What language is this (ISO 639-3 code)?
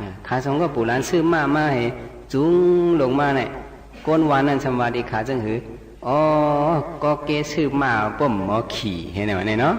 shn